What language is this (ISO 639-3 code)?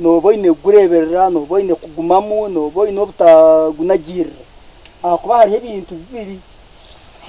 nyn